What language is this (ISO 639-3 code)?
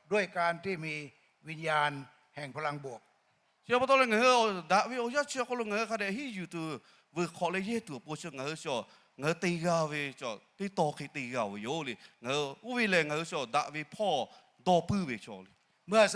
lhu